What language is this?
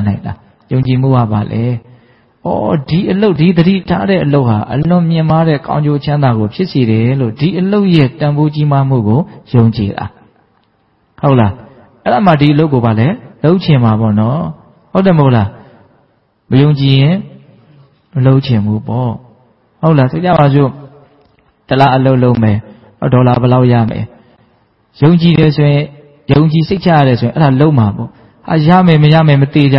Burmese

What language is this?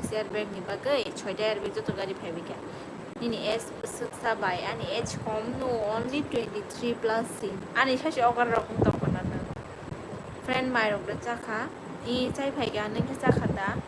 Kok Borok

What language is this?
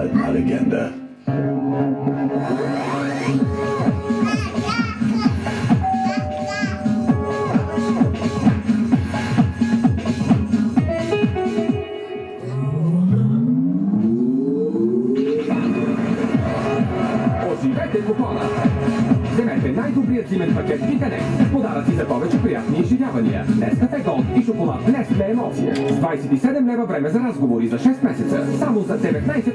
Bulgarian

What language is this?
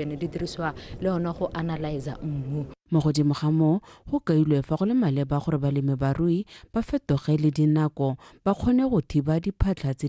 Tswana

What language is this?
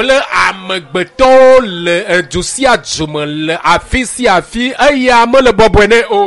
Ewe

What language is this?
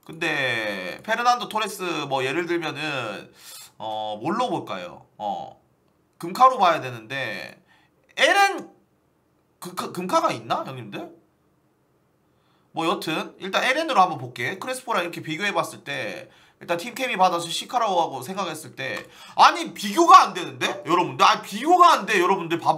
Korean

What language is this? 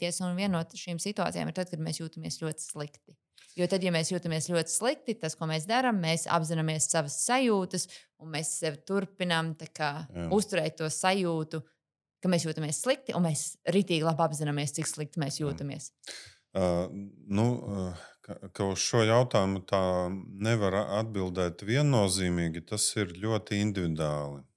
Latvian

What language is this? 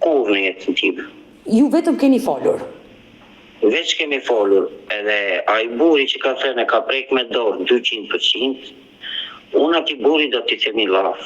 Albanian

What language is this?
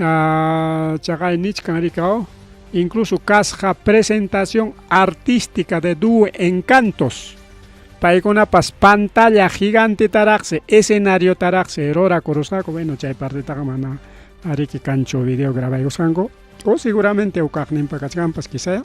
Ayacucho Quechua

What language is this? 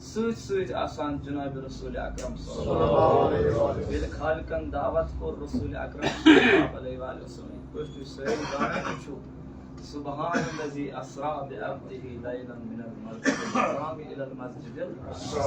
Kashmiri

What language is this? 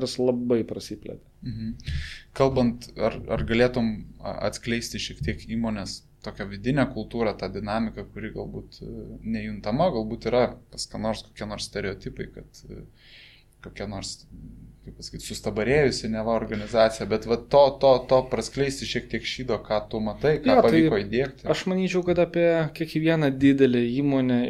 Lithuanian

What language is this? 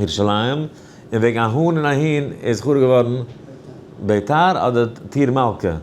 Yiddish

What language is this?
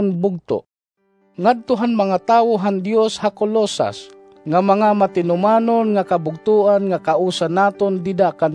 Waray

